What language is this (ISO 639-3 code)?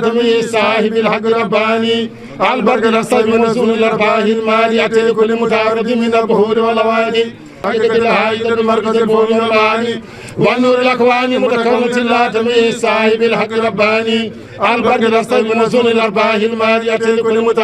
ful